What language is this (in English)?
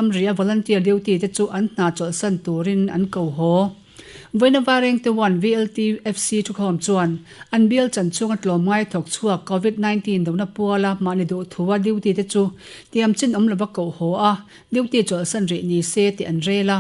Mizo